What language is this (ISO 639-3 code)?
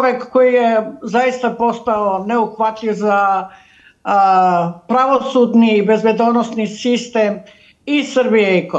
srp